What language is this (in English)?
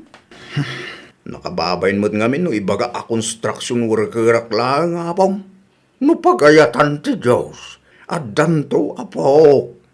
Iloko